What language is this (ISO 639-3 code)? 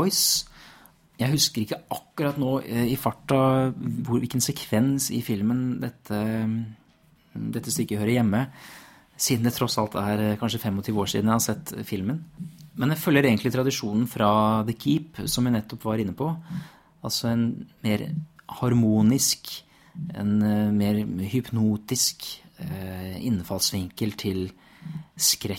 nor